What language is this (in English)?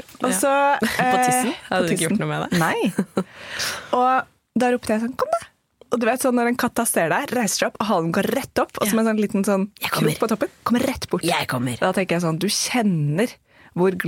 Norwegian